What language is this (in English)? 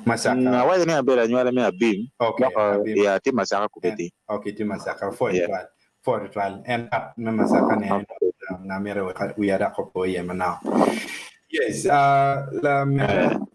Acoli